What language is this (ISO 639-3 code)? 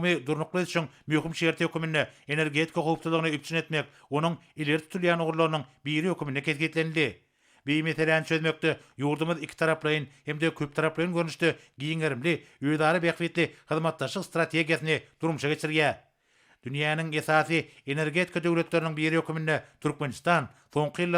tuk